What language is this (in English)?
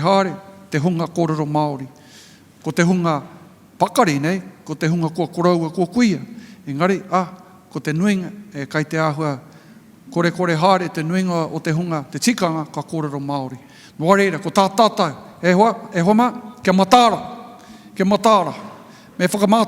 Māori